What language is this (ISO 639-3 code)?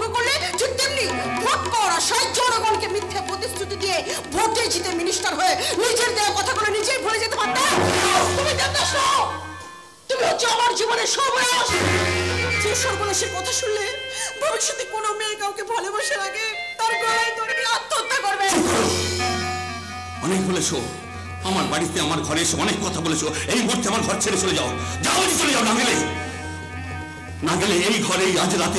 ben